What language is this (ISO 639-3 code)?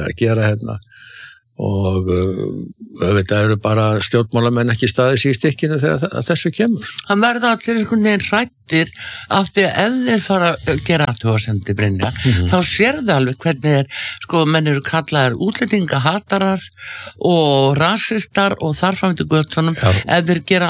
isl